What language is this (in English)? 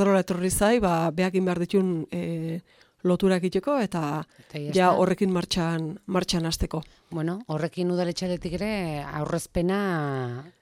Basque